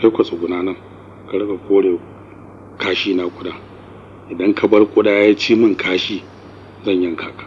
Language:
Hausa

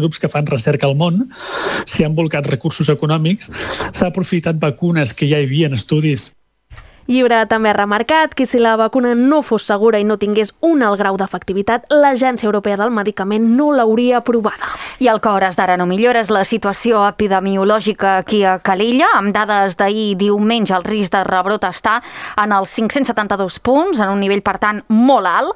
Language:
Catalan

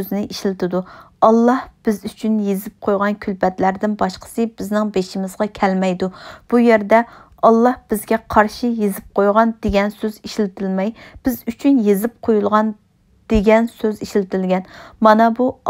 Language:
Uyghur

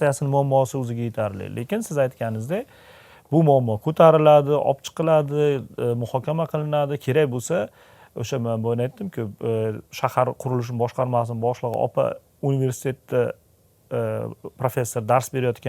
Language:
Uzbek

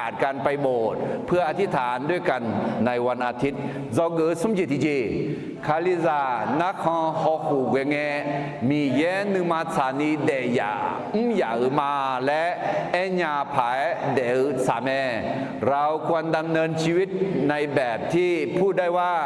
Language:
Akha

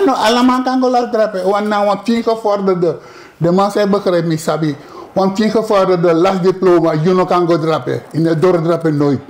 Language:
Sranan Tongo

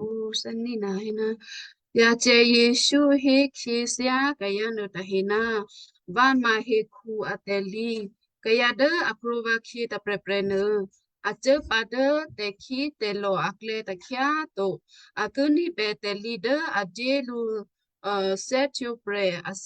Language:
Western Kayah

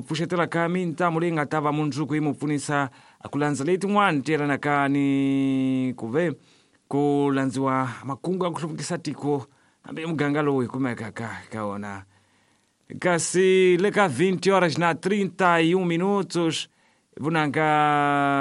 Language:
Tsonga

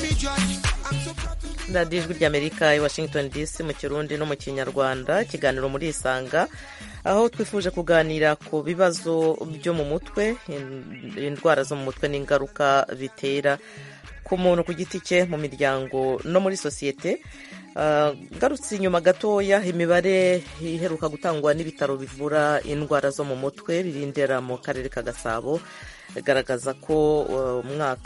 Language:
Kinyarwanda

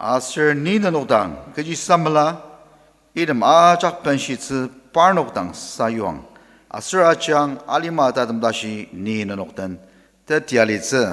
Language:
Ao Naga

